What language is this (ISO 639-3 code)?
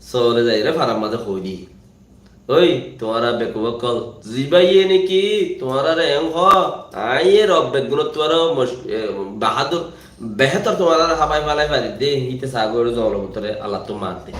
rhg